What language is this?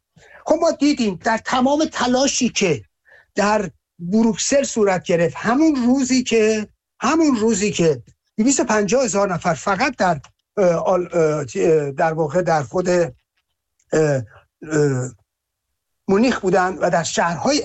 Persian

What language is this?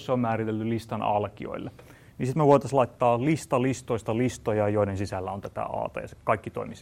Finnish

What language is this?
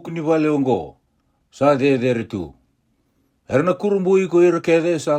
Fijian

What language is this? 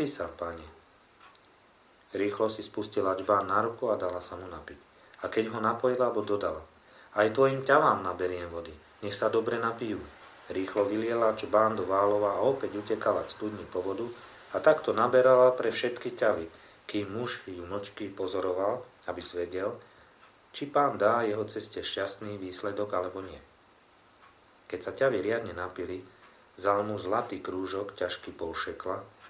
Slovak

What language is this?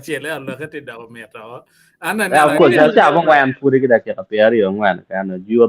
Acoli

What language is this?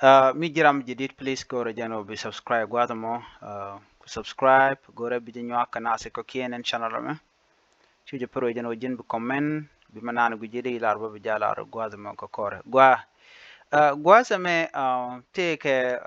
Nuer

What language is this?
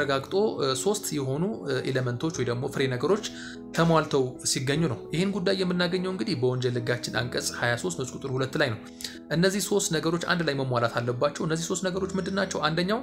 Amharic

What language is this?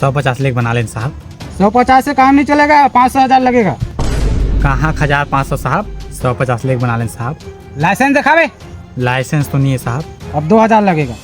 Chhattisgarhi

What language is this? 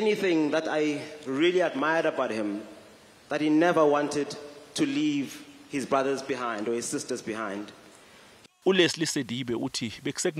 Zulu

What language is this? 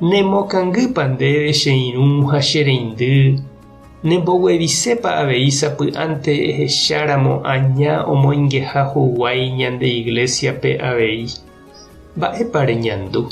Guarani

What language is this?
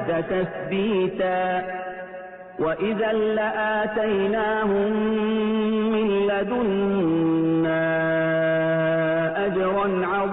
Arabic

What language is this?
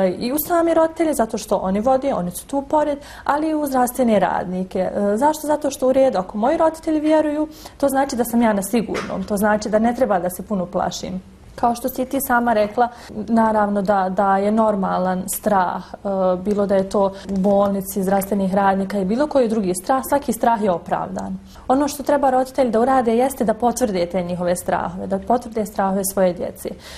Bosnian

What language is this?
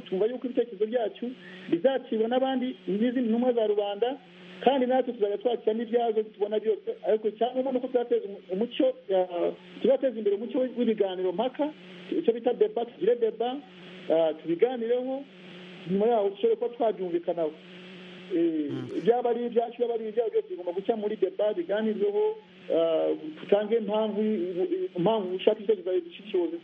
Kinyarwanda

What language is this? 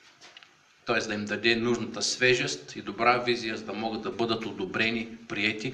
Bulgarian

